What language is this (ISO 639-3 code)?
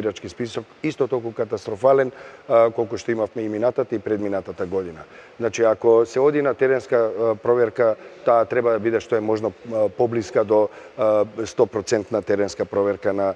mkd